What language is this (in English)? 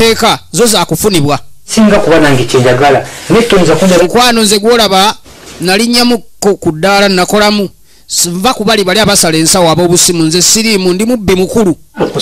Ganda